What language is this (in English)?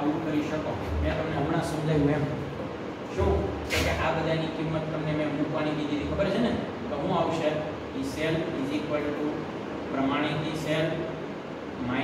Gujarati